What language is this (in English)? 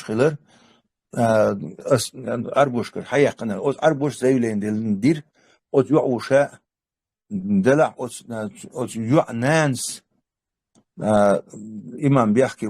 Chechen